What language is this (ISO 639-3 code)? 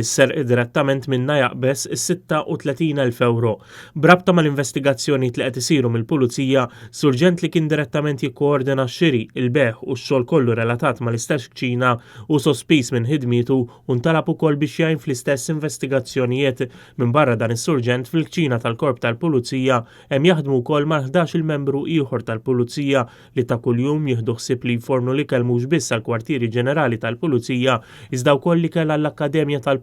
mlt